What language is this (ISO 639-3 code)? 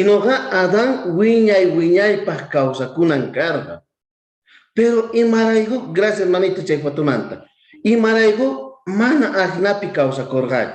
quh